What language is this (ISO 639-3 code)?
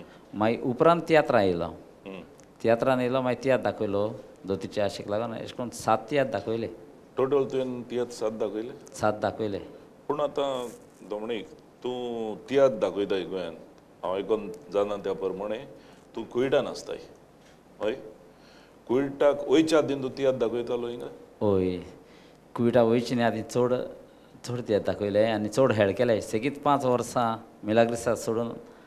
kok